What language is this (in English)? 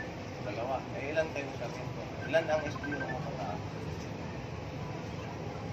Filipino